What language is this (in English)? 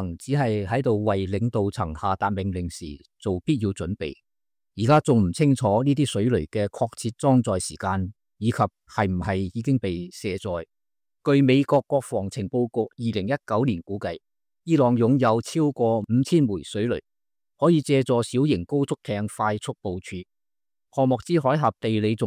Cantonese